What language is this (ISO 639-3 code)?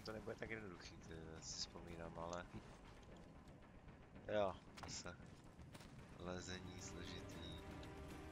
ces